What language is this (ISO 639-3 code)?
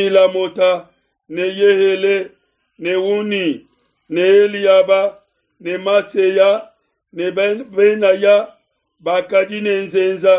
lua